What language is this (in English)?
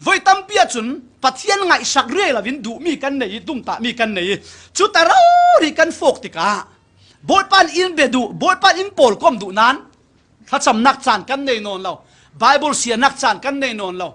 Falam Chin